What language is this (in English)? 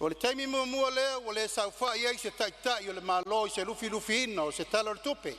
Samoan